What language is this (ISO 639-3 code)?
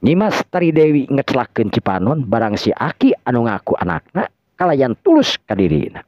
sun